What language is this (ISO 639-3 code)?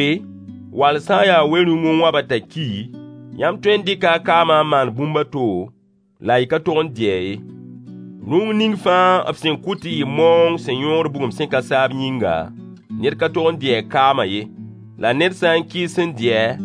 mos